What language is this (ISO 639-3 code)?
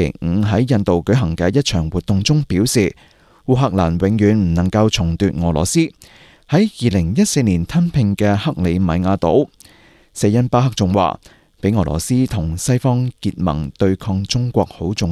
yue